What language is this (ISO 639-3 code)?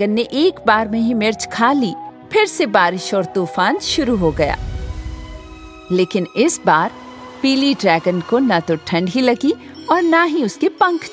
hin